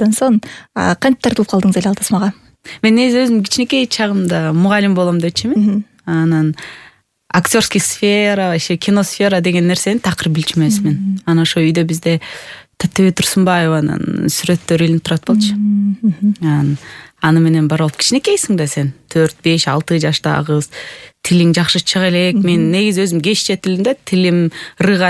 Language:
Kyrgyz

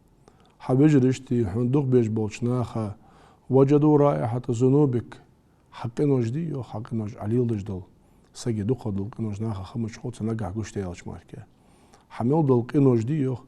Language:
Ingush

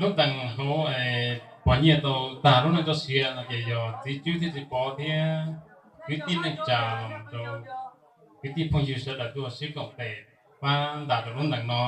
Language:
Hmong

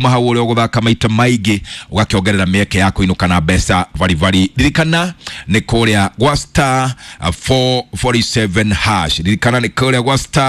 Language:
Kikuyu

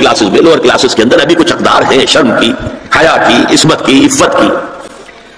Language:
Urdu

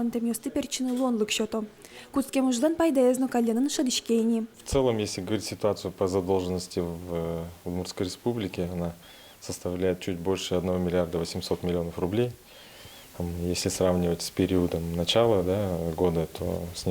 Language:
Udmurt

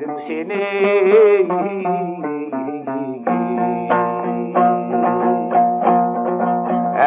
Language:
Kazakh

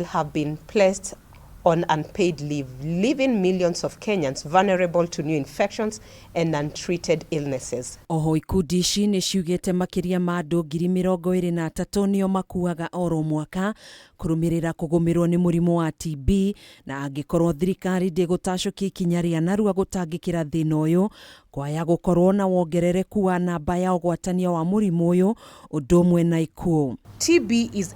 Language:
Kikuyu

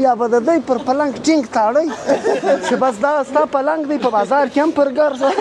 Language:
Pashto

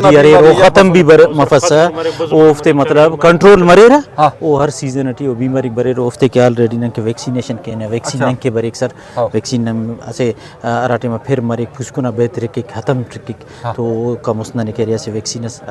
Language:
Brahui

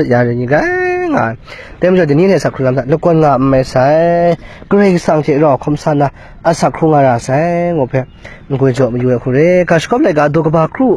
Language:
Kachin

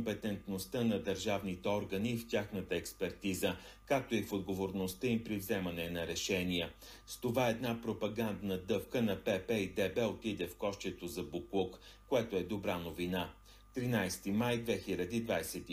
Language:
Bulgarian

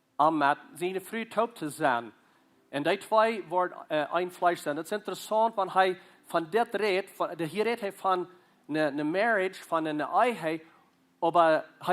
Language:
Plautdietsch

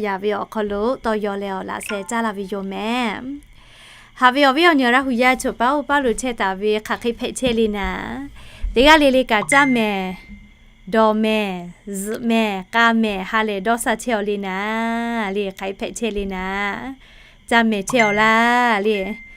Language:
Lahu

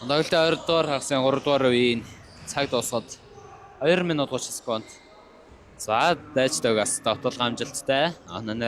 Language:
Mongolian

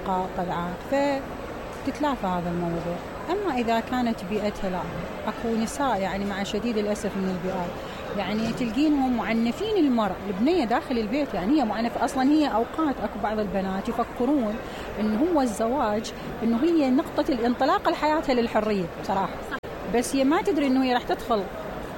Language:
Mesopotamian Arabic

